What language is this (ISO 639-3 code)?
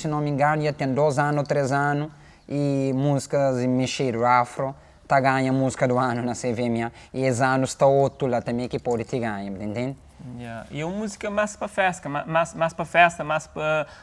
kea